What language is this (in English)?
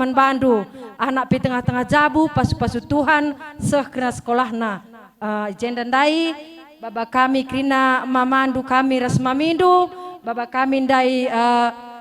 Batak Karo